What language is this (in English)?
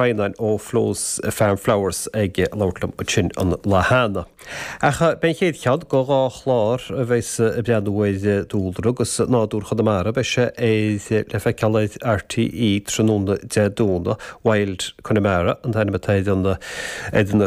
Irish